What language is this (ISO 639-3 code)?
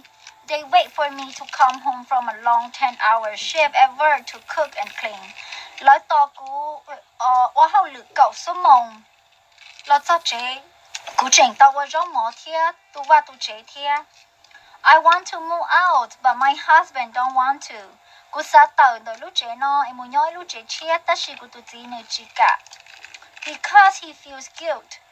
hmn